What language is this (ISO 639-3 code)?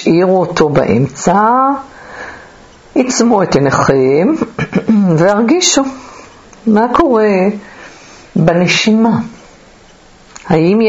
heb